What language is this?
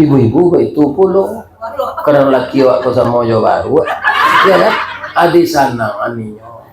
Minangkabau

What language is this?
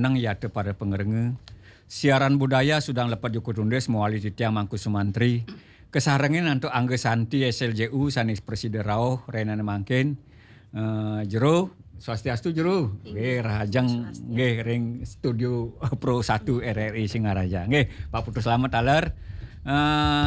Balinese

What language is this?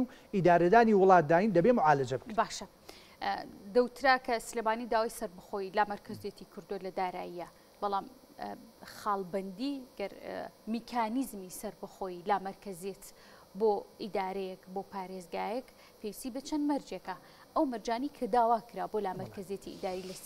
Central Kurdish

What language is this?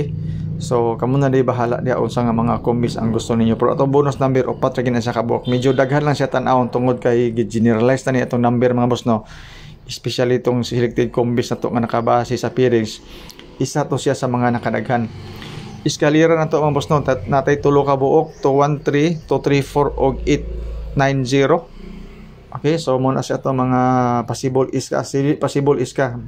Cebuano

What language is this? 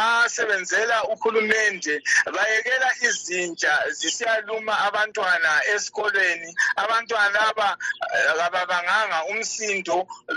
North Ndebele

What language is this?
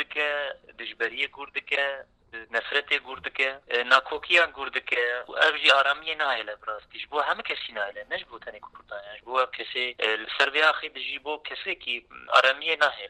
Kurdish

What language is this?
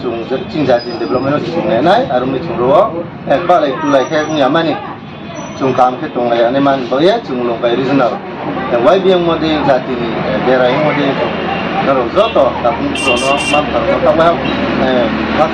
Riang (India)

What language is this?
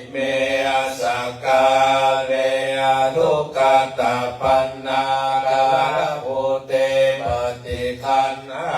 Pali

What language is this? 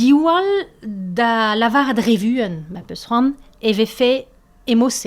Breton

